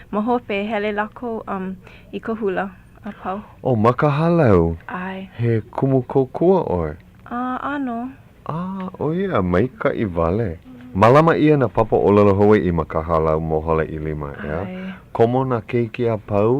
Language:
Hawaiian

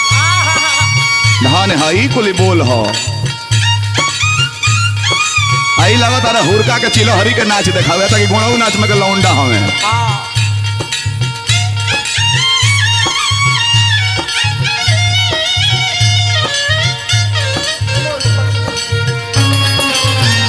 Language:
Bhojpuri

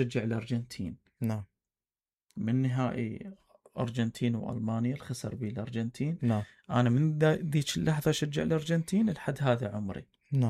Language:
Mesopotamian Arabic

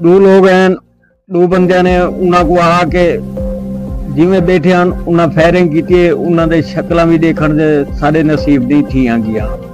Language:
Saraiki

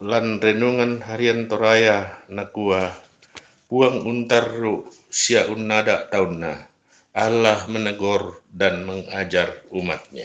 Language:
Toraja-Sa'dan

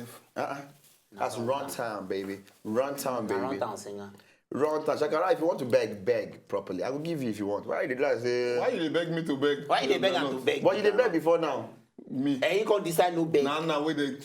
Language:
Nigerian Pidgin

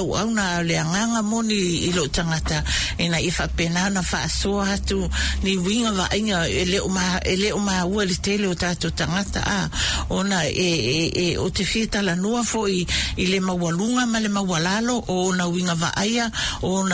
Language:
Samoan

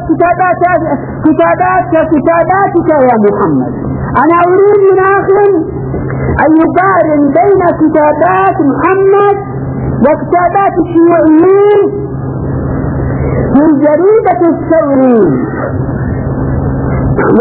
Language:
Arabic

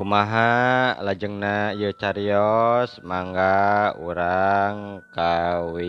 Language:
Sundanese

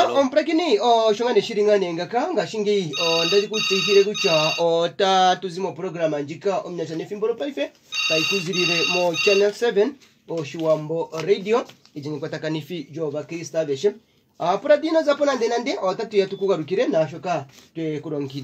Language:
Kuanyama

